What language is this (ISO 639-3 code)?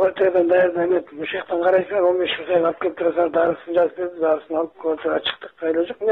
kir